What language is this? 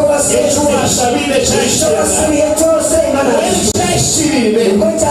Nyankole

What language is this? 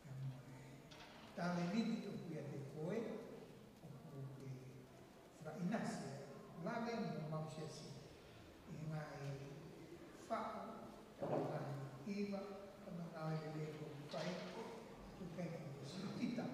Tongan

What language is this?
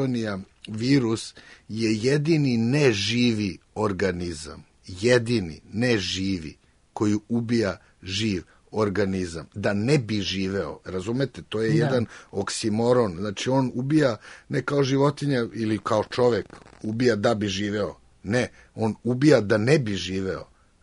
Serbian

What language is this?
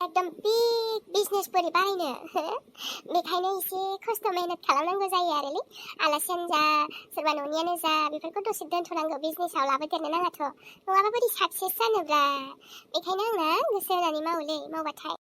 Bodo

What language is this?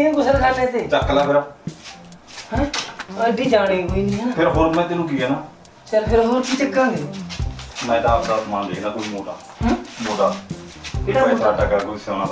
Punjabi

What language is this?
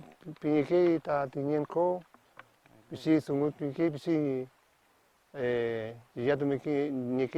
Mapuche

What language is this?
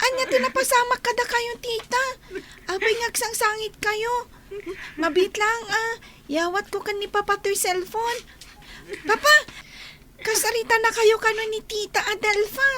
Iloko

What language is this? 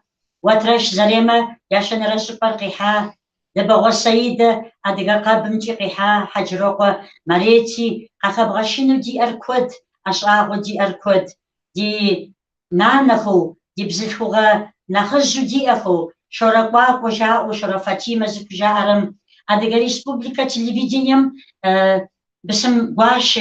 Kabardian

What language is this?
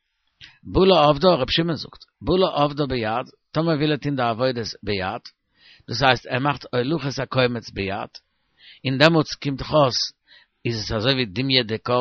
Yiddish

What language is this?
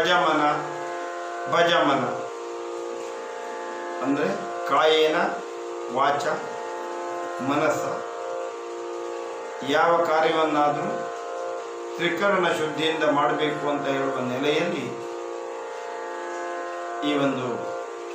Kannada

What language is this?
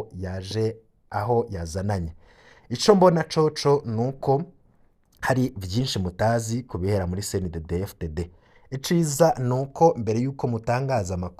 Rundi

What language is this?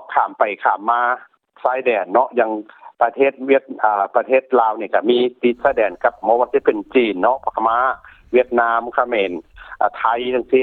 Lao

